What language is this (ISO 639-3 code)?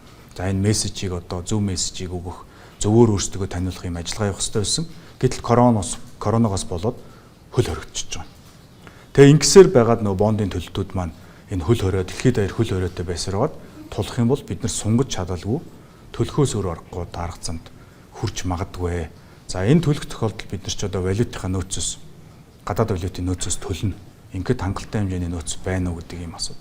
mon